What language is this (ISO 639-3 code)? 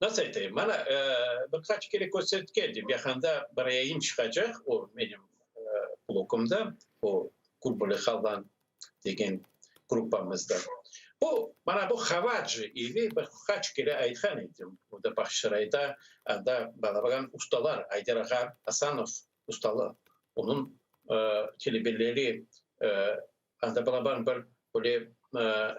crh